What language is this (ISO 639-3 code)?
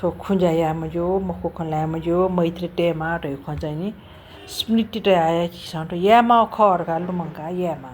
new